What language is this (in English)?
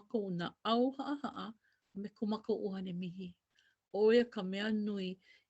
Hawaiian